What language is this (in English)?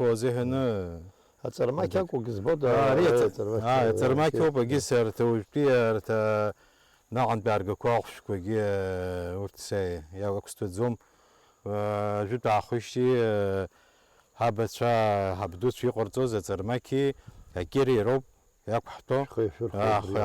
Abkhazian